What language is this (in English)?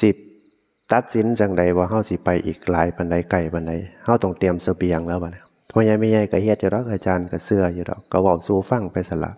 Northeastern Thai